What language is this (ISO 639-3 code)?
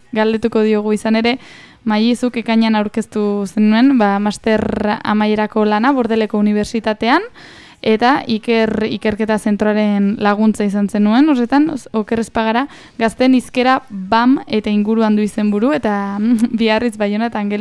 eus